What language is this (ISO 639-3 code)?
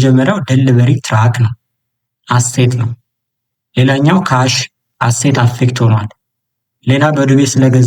amh